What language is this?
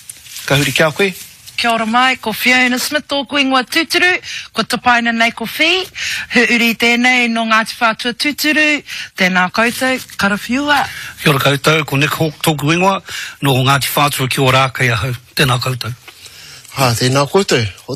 Māori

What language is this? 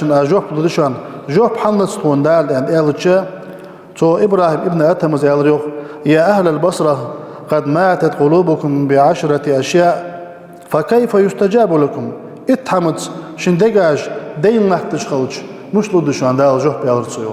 Ingush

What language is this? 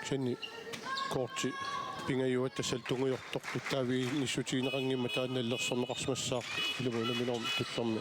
Kalaallisut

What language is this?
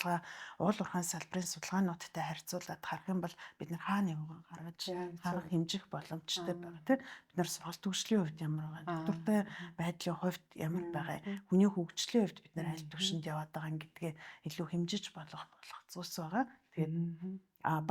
Mongolian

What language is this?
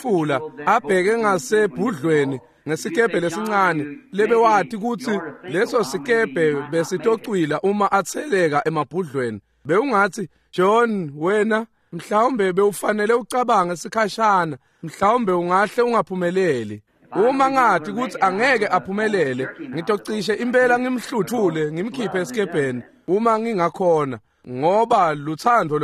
Swati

